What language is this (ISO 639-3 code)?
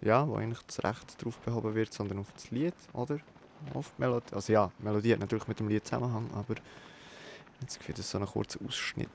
gsw